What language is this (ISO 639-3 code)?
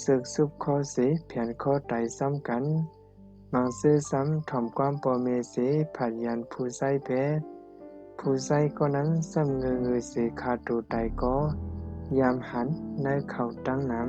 shn